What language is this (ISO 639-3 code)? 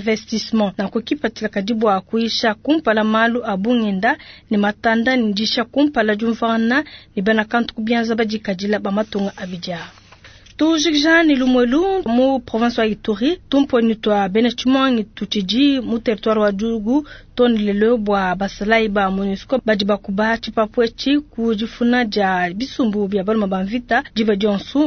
lua